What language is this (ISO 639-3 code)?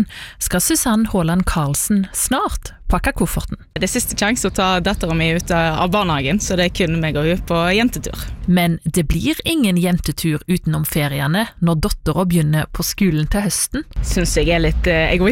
nor